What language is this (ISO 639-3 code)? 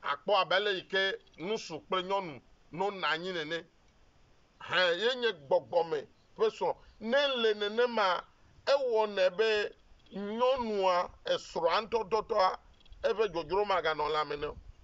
ewe